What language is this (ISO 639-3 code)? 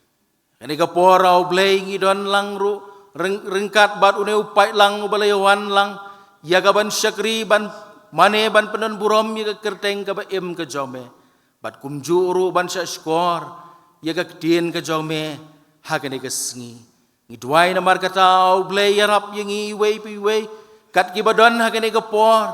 kha